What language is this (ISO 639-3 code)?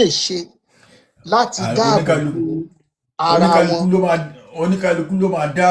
yor